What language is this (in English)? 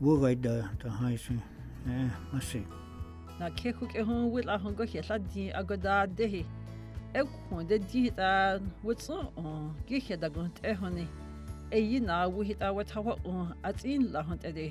Dogrib